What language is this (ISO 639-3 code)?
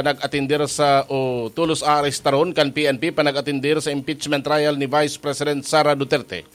bik